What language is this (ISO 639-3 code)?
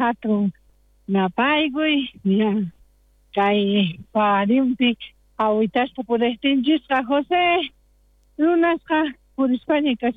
quh